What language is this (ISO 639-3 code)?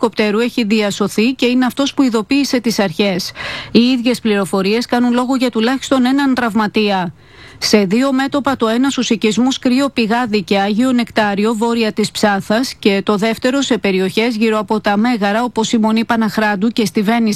ell